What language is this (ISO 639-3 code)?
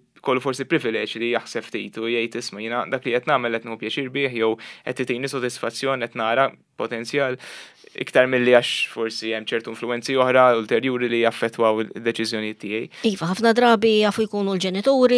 mlt